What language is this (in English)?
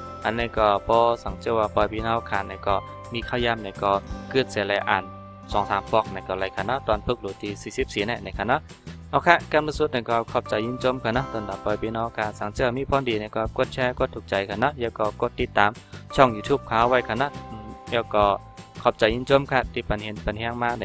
Shan